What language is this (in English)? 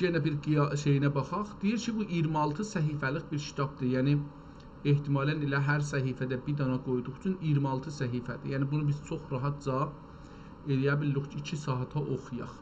South Azerbaijani